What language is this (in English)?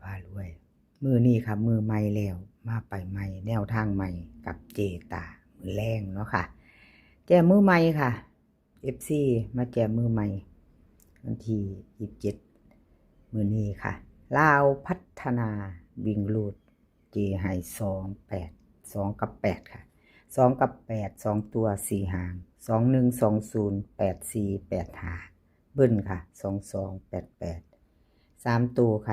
Lao